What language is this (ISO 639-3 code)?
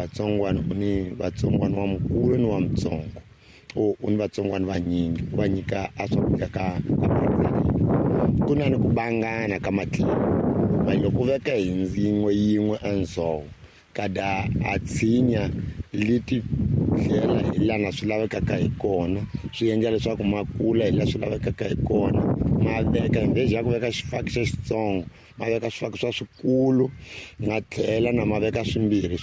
tso